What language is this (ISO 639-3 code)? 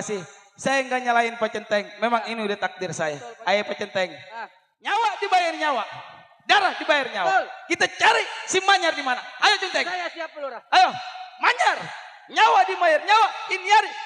bew